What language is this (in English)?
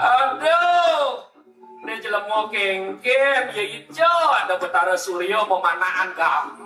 Balinese